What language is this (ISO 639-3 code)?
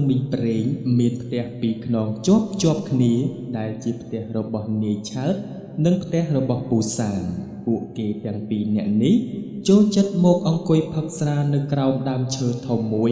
khm